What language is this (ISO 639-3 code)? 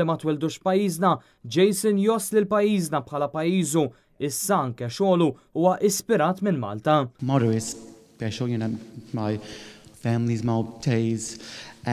mlt